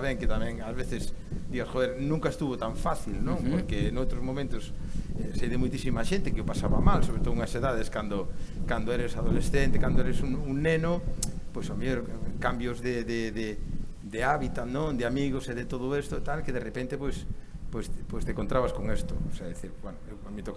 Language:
Galician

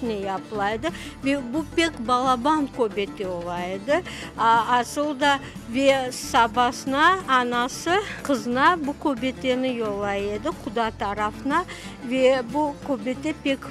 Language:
Crimean Tatar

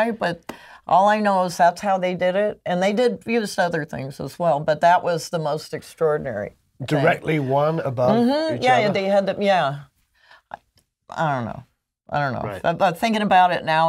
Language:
English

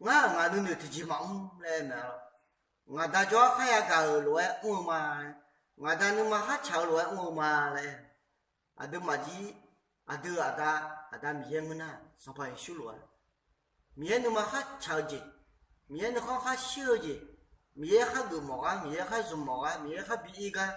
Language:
Akha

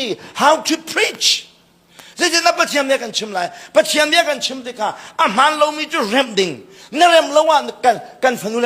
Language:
Hakha Chin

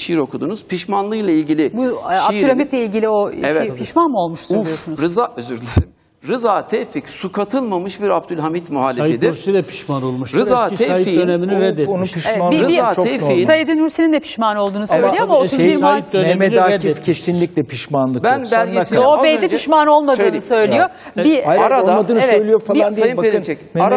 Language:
Turkish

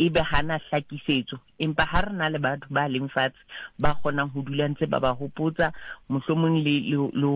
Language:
Southern Sotho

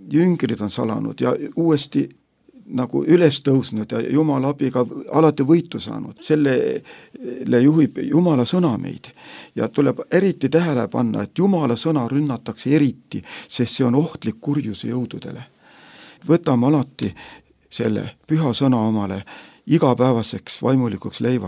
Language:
Estonian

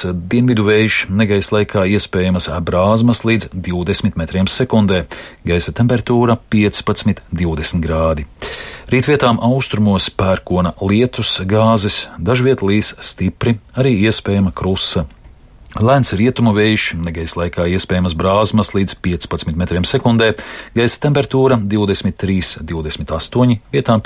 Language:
Latvian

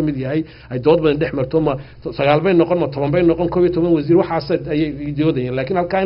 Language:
Somali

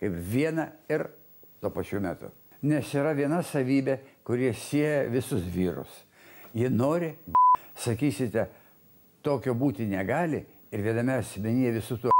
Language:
Lithuanian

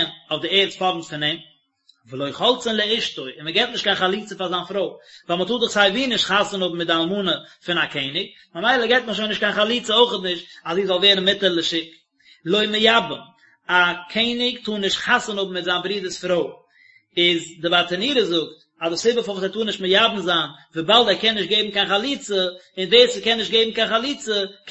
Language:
Yiddish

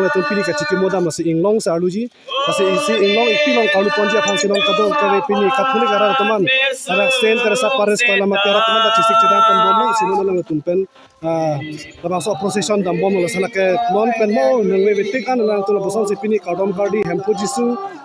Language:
Karbi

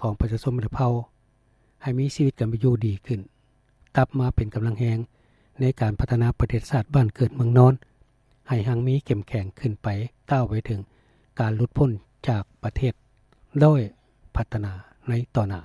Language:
Lao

